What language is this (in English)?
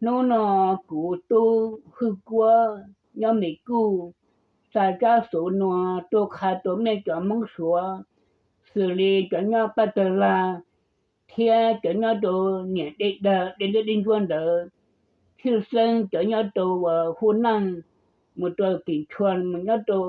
Hmong